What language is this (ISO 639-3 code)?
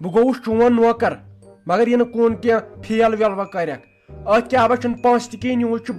kas